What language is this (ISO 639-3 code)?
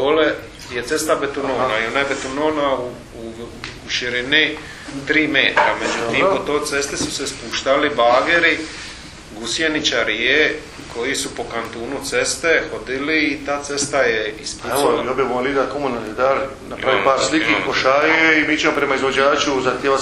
hrv